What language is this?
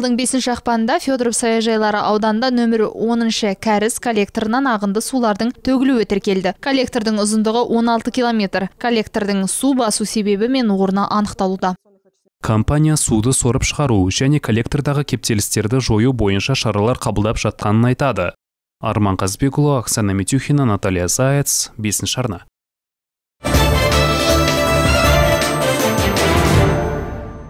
Kazakh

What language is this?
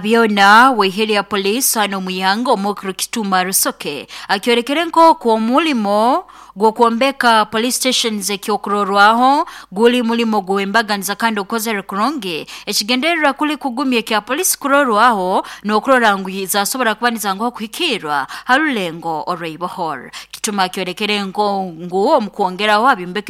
Nyoro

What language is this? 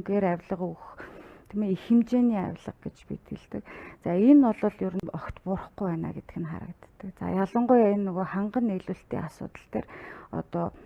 Mongolian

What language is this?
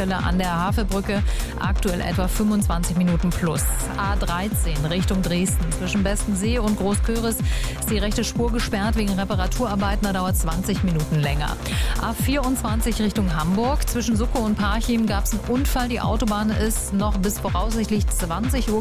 German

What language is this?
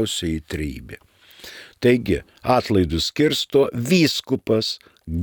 Lithuanian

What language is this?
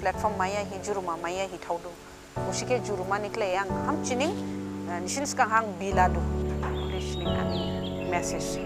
Dimasa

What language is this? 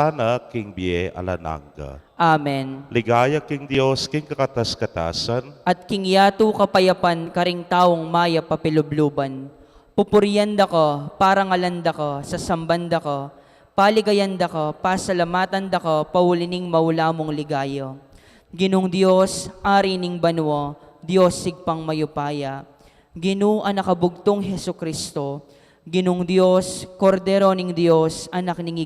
Pampanga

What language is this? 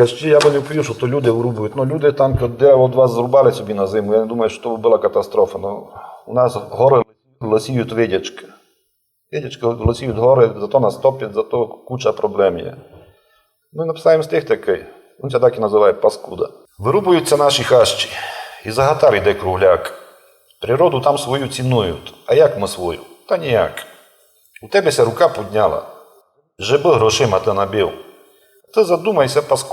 Rusyn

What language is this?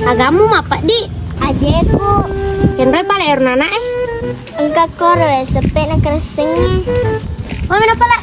Buginese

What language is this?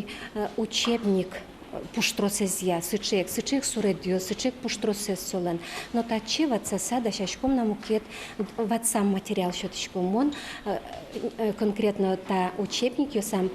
Udmurt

